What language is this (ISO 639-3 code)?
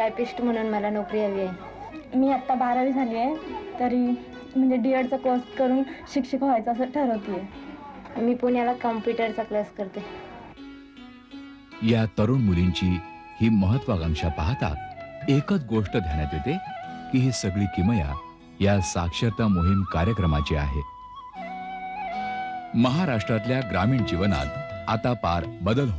mar